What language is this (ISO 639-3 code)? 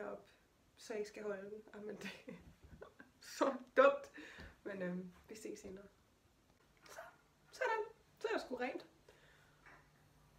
dan